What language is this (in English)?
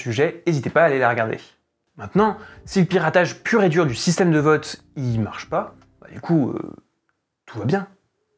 French